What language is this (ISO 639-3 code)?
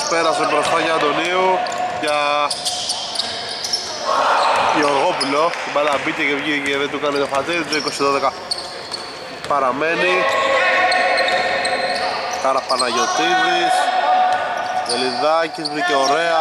ell